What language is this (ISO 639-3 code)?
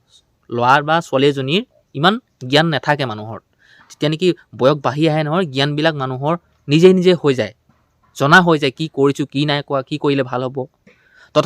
asm